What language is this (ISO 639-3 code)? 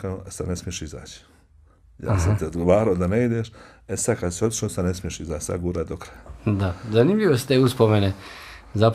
bos